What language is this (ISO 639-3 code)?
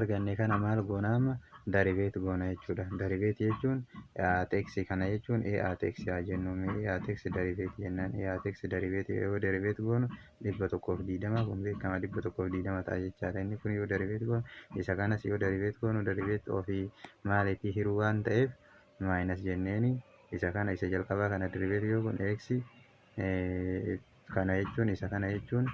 orm